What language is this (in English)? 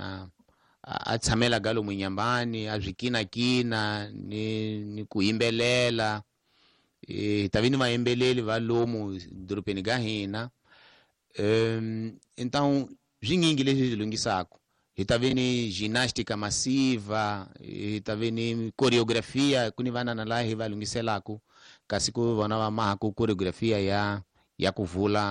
Tsonga